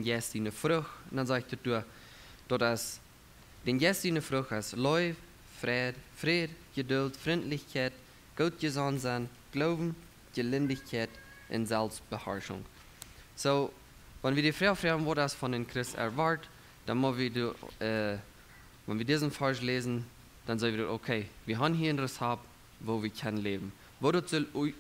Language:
Plautdietsch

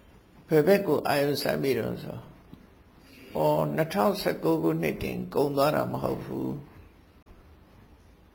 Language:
Burmese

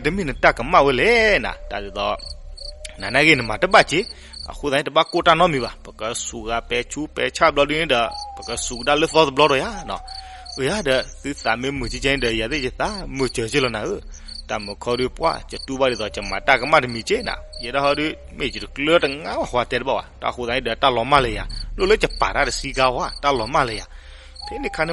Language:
S'gaw Karen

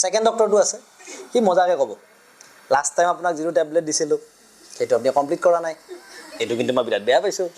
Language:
Assamese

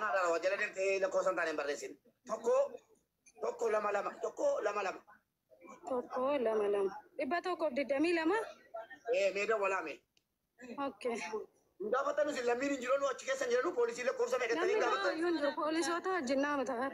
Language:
Oromo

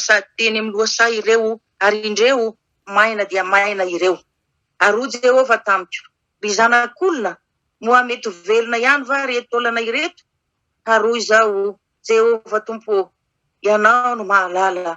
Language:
Malagasy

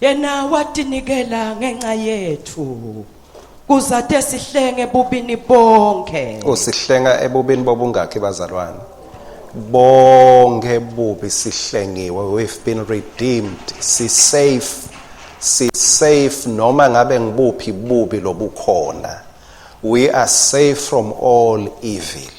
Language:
Swati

